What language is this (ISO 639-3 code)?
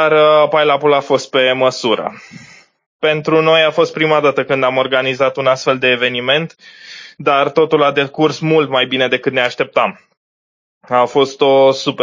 ron